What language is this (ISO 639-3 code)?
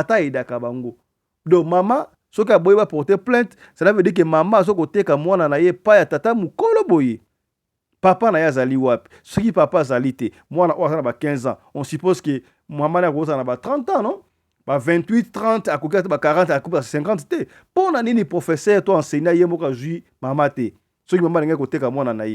lin